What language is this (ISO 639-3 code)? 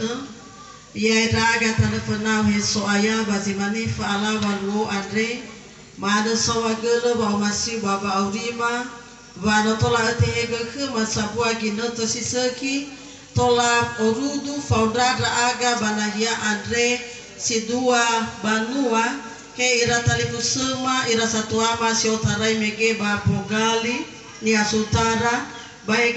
nia